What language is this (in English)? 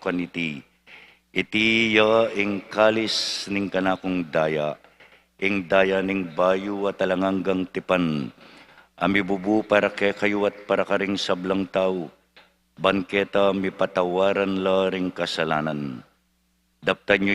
Pampanga